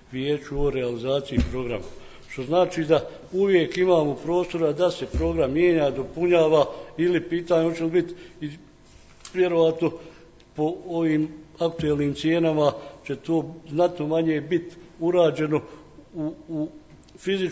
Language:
Croatian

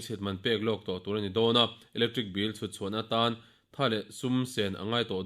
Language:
Mizo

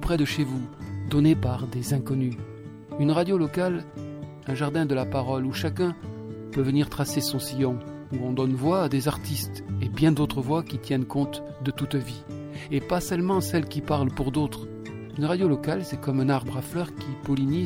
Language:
French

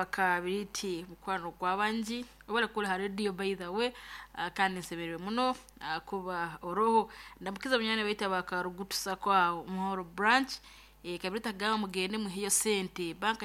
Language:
Nyoro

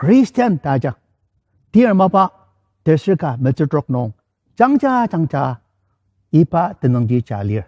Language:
Ao Naga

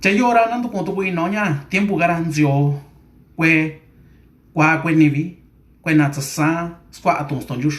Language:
Mixtepec Mixtec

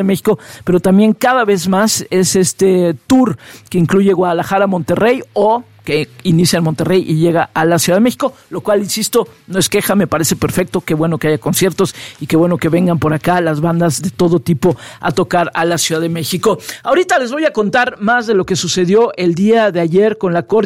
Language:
Spanish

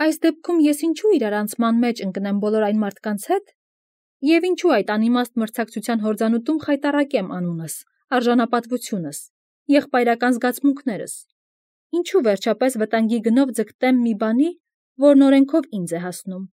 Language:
Armenian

